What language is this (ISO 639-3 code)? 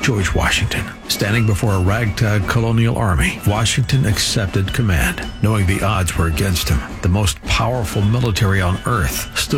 eng